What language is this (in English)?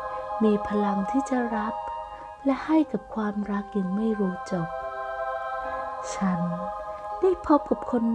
Thai